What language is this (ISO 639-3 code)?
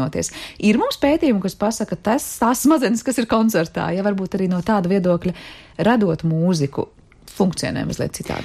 lav